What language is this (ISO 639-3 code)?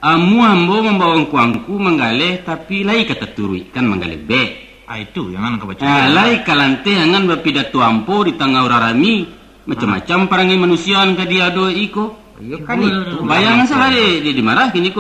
min